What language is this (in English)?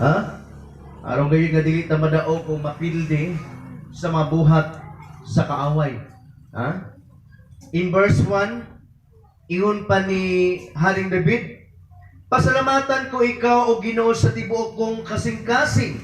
Cebuano